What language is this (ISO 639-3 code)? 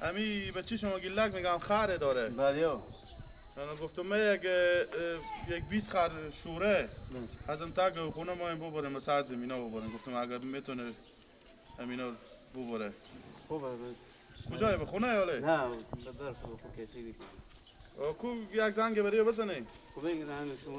fas